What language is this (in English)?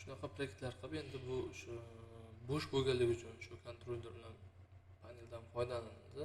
Uzbek